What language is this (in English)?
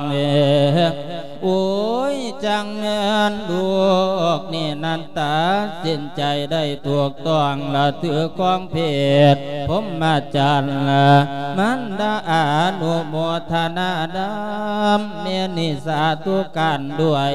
Lao